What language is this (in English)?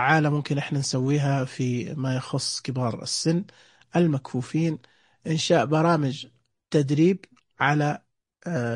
Najdi Arabic